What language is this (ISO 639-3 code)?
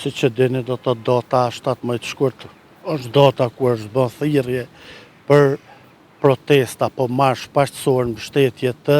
sqi